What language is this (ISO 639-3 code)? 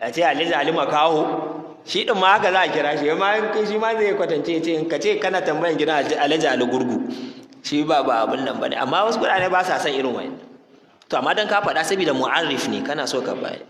hau